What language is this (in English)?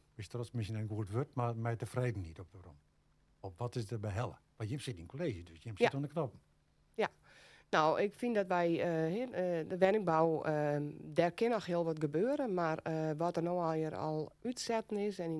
Western Frisian